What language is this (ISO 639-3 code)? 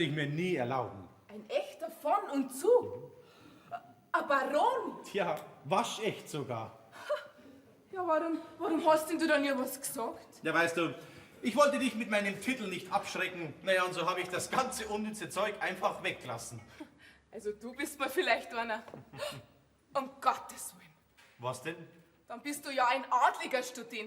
bar